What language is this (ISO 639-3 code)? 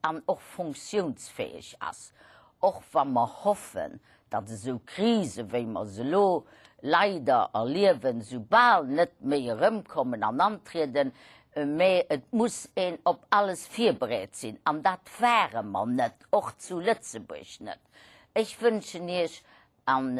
ltz